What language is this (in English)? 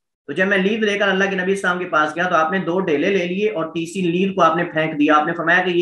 Urdu